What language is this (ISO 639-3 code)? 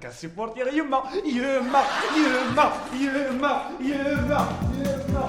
kab